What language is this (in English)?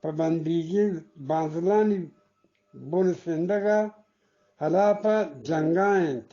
Eastern Balochi